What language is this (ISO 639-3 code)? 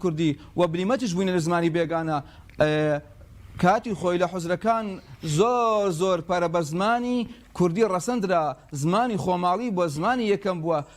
ckb